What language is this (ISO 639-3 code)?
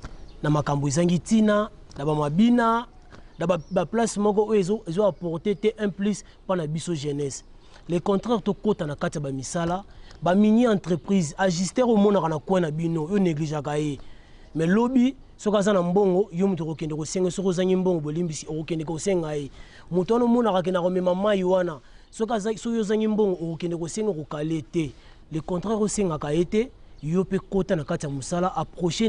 lin